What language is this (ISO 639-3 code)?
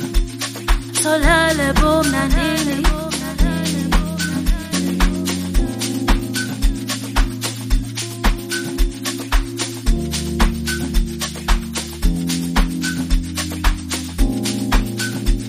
swa